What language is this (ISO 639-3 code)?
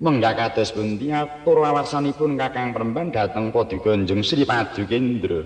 jav